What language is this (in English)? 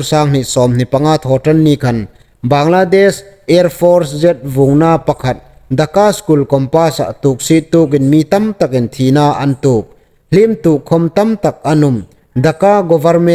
Hmar